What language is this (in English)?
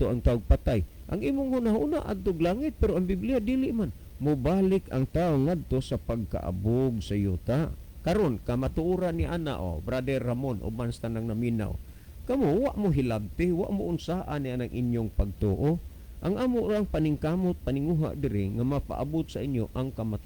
Cebuano